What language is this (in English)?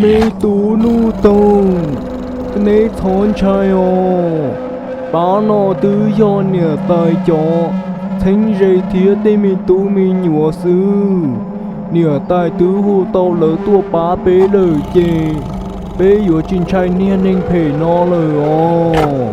Hmong